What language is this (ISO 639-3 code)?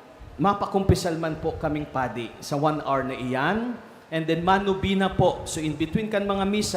bik